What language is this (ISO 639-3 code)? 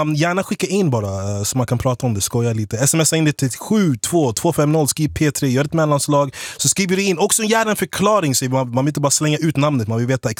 swe